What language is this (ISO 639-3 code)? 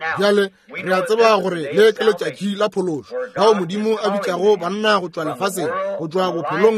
nso